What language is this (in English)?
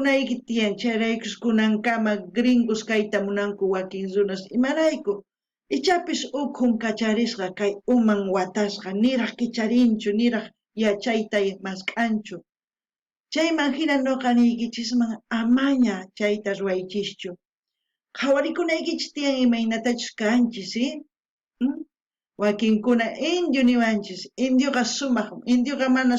South Bolivian Quechua